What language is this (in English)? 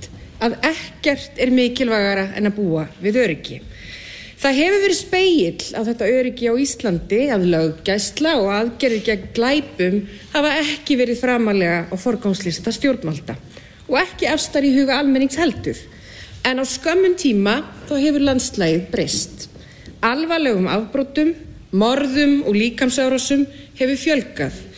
Icelandic